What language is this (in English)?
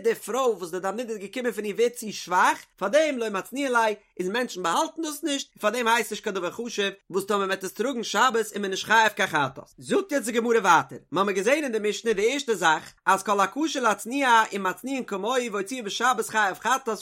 Yiddish